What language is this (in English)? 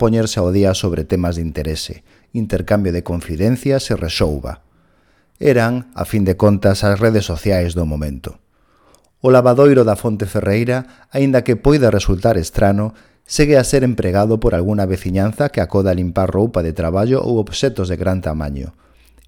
Galician